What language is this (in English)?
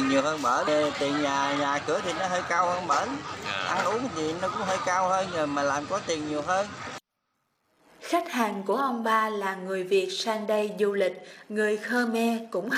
Vietnamese